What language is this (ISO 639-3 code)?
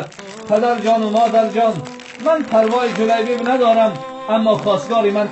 tgk